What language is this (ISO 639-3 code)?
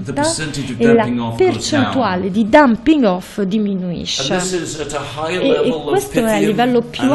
ita